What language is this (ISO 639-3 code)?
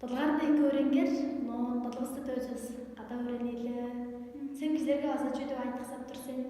tyv